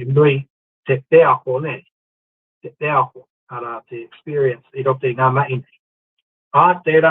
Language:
Māori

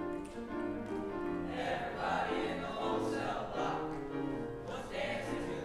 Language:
English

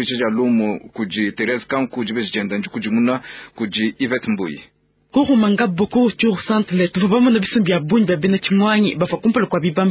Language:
Luba-Lulua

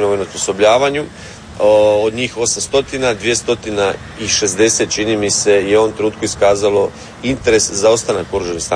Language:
Croatian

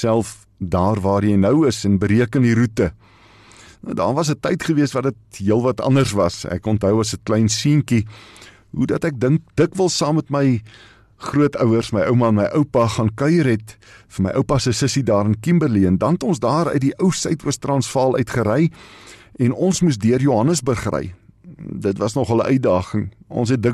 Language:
Afrikaans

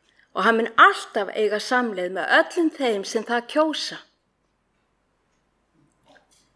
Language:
Icelandic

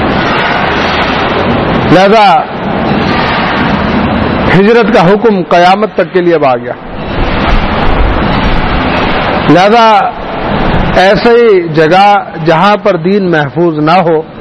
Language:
Urdu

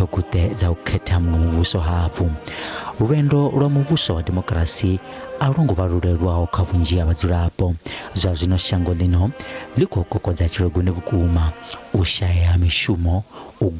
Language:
Venda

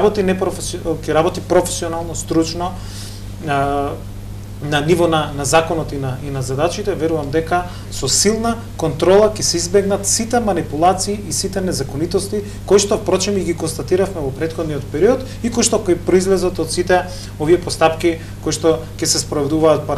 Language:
Macedonian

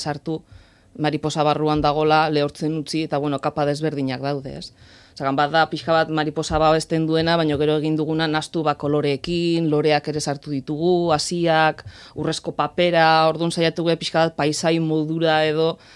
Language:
Basque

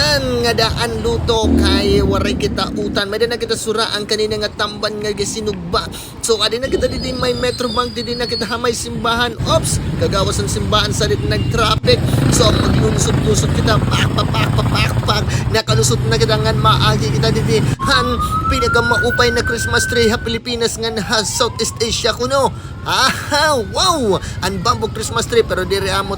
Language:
Waray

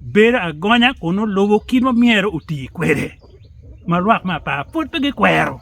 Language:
Acoli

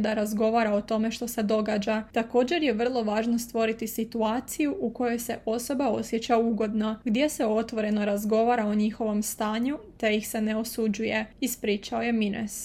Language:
Croatian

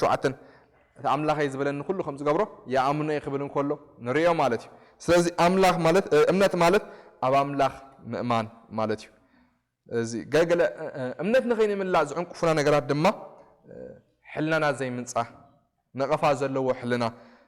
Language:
Tigrinya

